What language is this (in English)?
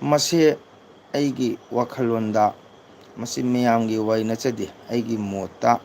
Manipuri